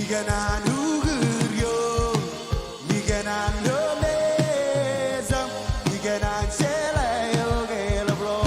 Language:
Marshallese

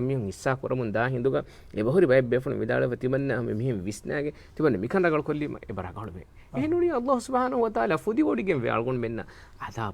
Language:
Divehi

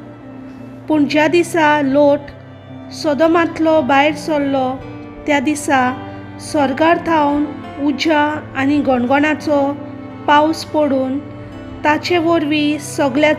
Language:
Konkani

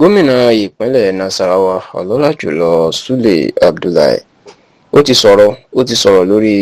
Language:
Yoruba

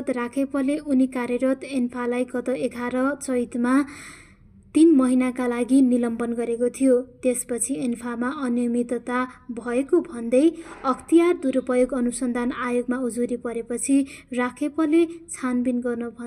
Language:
Nepali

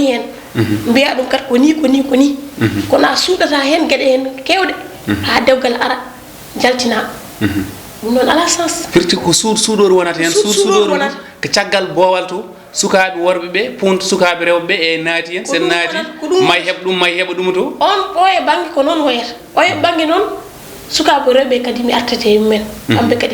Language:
Fula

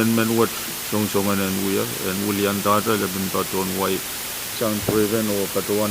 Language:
Pohnpeian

